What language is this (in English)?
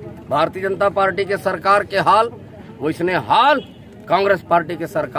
Chhattisgarhi